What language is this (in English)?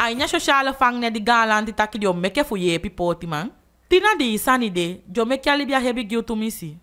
Eastern Maroon Creole